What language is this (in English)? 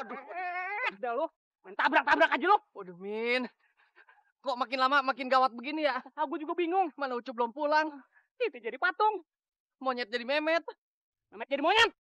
Betawi